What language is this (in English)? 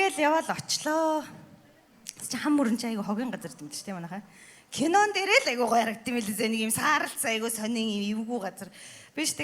Mongolian